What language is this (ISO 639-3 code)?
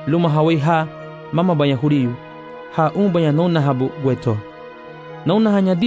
cab